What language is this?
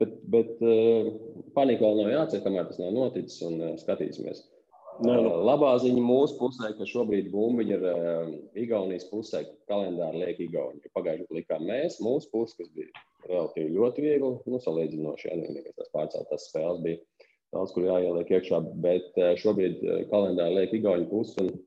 Latvian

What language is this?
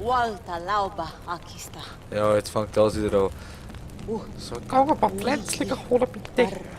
Swiss German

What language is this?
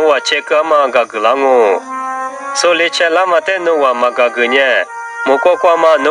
Lisu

